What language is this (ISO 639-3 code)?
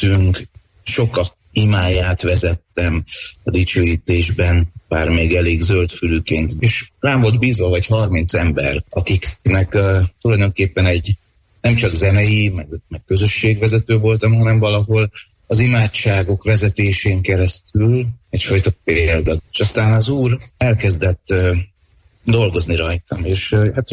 hun